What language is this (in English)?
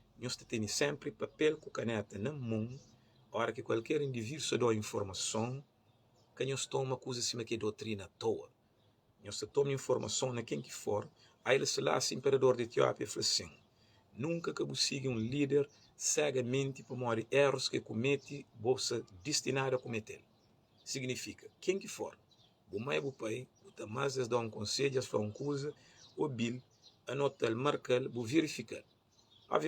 Kabuverdianu